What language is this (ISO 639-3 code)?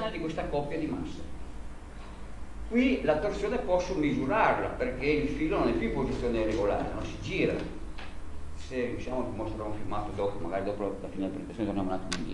ita